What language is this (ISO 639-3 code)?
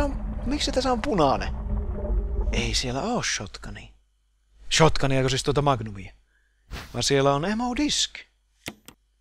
fin